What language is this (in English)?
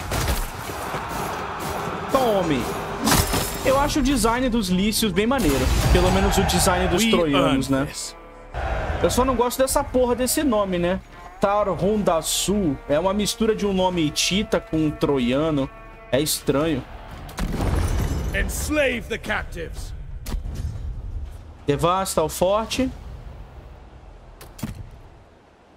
Portuguese